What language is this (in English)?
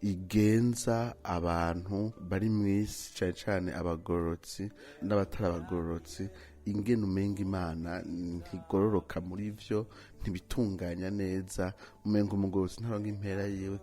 Rundi